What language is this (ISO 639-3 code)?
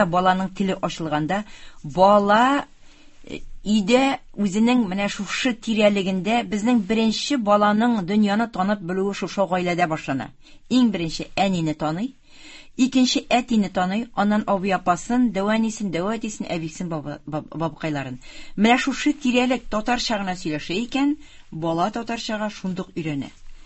tat